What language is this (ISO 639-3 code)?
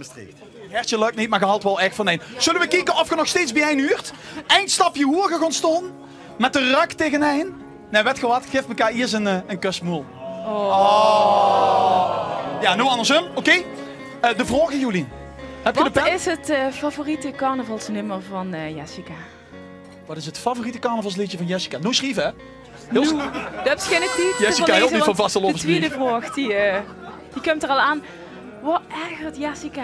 lim